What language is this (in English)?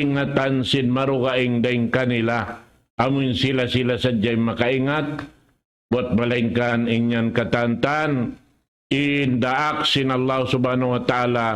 Tausug